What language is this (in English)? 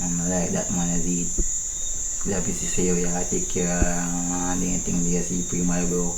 Jamaican Creole English